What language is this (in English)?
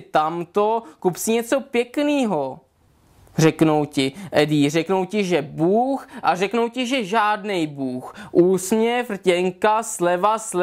Czech